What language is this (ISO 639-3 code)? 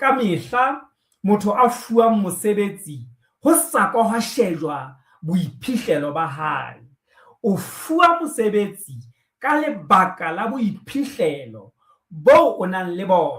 sot